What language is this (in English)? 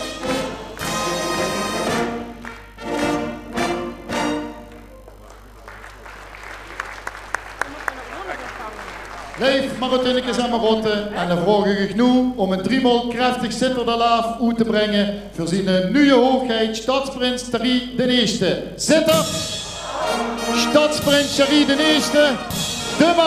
Dutch